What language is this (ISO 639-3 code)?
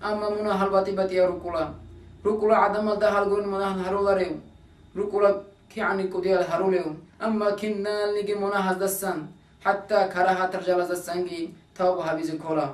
ava